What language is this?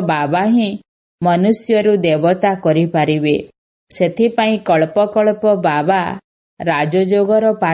Odia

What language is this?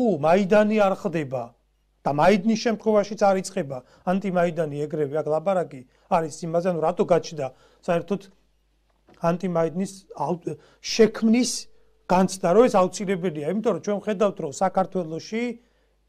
Georgian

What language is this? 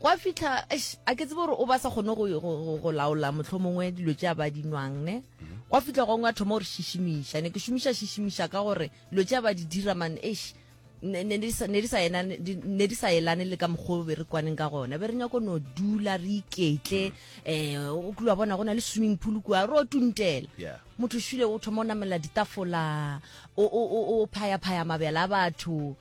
Northern Sotho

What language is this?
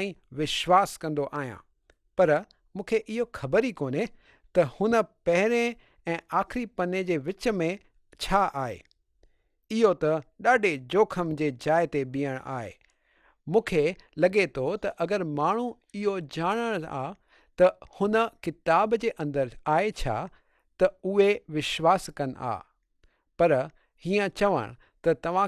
Sindhi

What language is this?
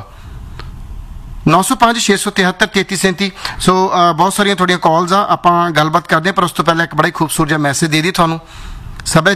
Punjabi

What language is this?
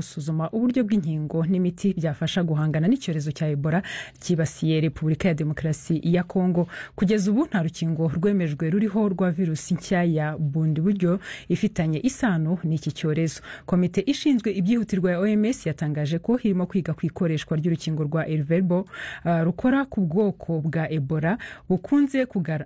Kinyarwanda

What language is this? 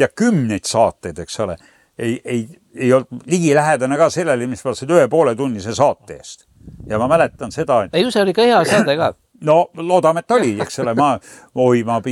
Estonian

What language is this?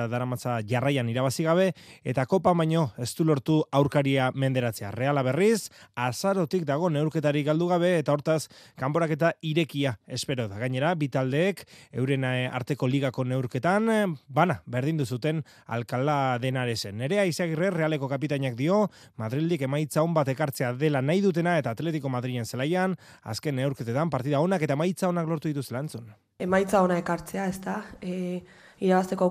Basque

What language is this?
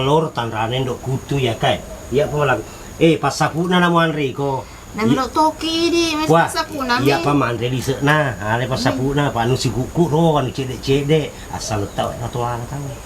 Buginese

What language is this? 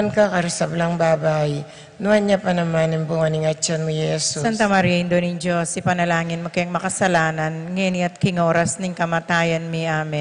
Pampanga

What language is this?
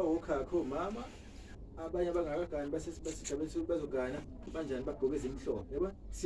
Zulu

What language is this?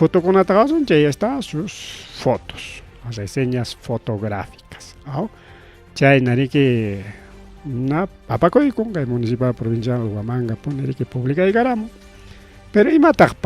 Ayacucho Quechua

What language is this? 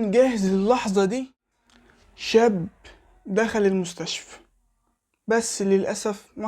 Egyptian Arabic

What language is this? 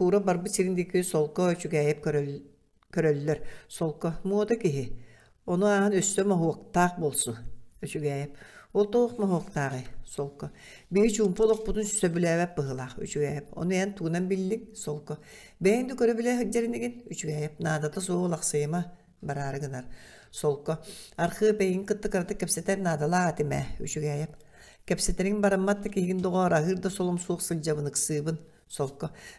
Yakut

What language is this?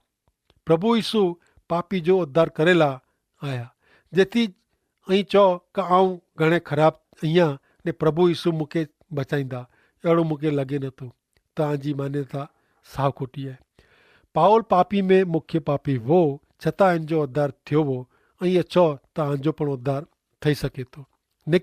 Kachhi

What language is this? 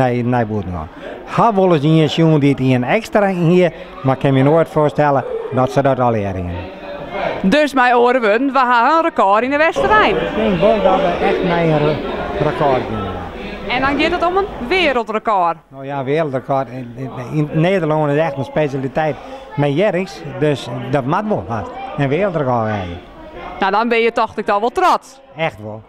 Western Frisian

